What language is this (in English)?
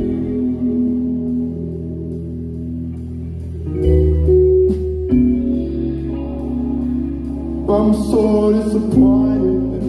English